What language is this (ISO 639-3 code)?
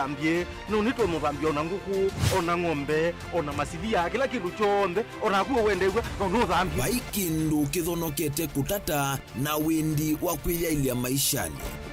kam